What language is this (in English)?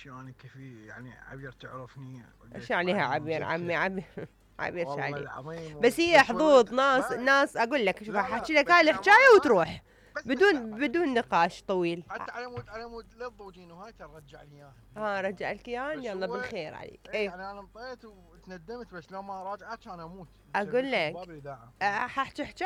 Mesopotamian Arabic